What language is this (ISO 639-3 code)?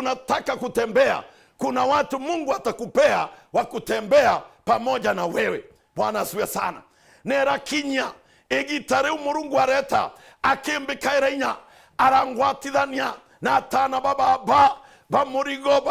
mer